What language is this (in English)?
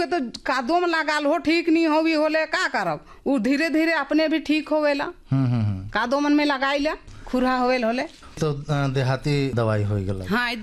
Bhojpuri